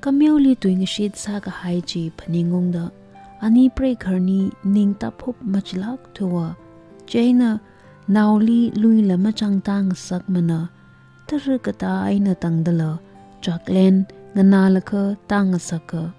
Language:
Tangkhul Naga (India)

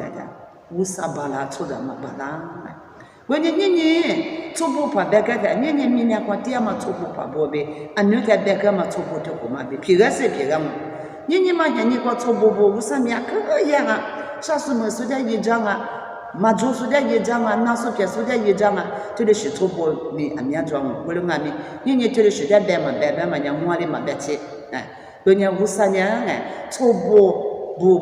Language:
Lisu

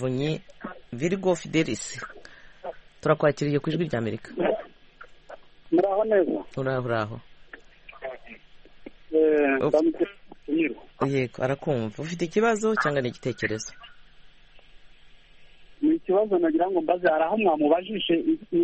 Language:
Kinyarwanda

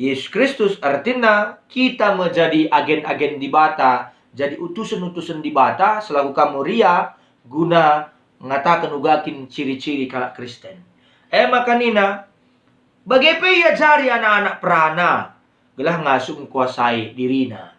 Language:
Batak Karo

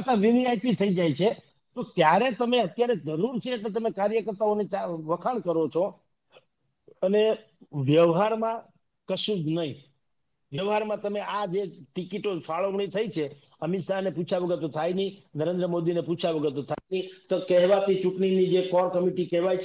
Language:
Gujarati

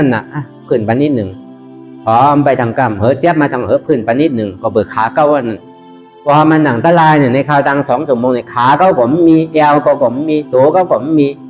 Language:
Shan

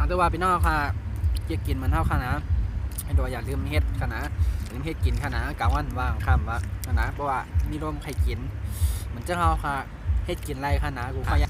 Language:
Shan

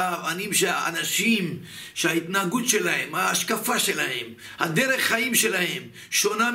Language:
Hebrew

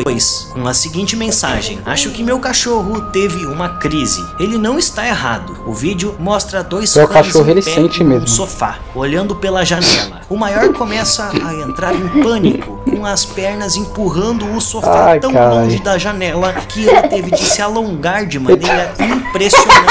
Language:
Portuguese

